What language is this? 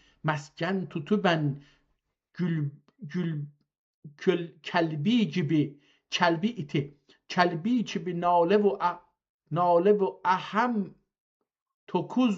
South Azerbaijani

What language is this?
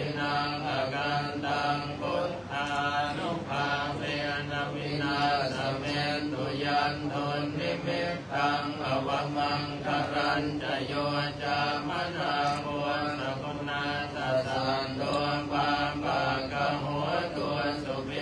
Pali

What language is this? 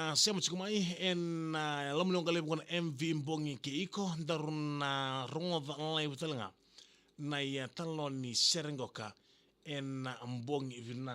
Fijian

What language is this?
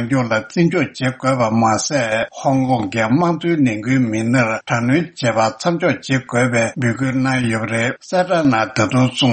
Tibetan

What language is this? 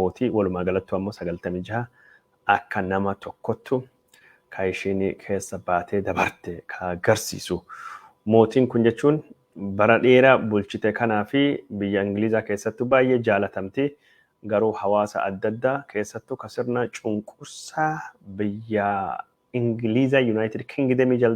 Oromo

